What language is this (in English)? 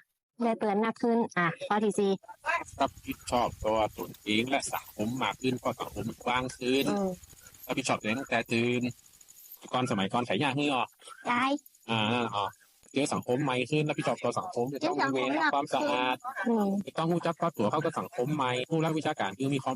Northern Thai